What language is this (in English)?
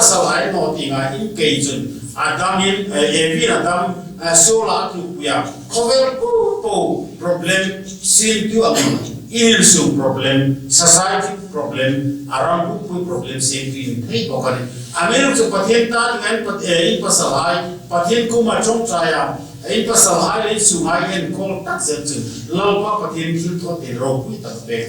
Hmar